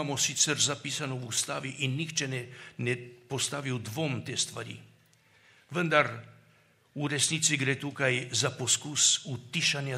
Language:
Slovenian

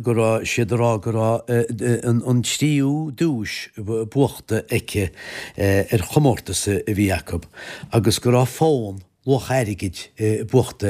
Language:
Irish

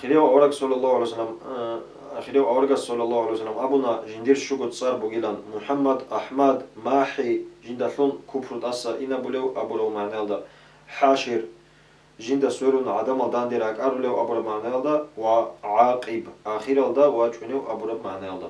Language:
Avaric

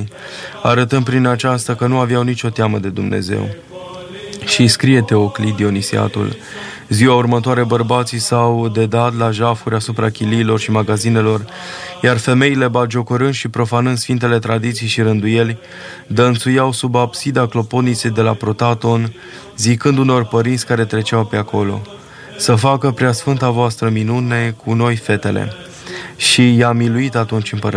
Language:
Romanian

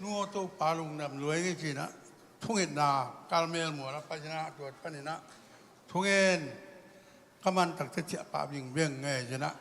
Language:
Tedim Chin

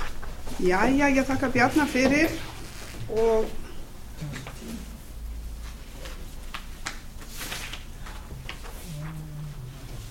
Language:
Icelandic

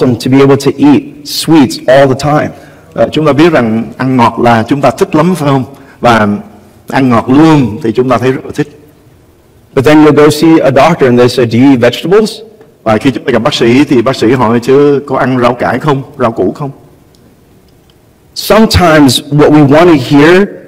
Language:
Vietnamese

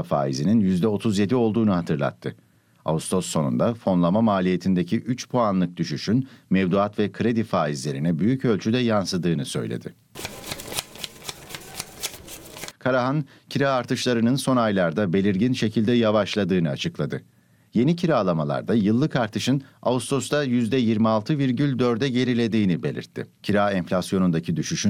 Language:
Turkish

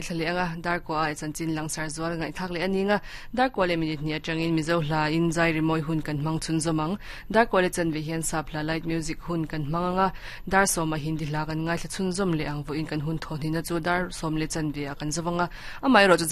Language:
Mizo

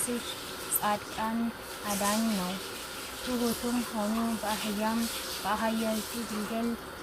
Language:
Amharic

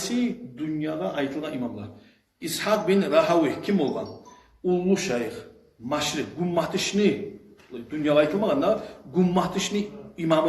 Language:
Kumyk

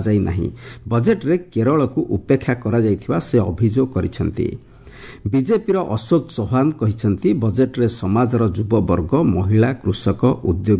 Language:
Odia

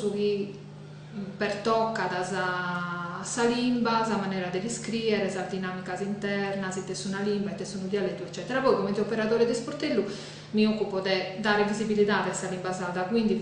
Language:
Sardinian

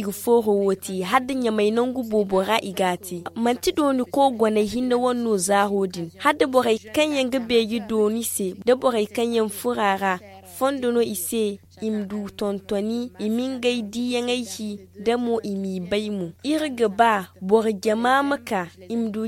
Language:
Zarma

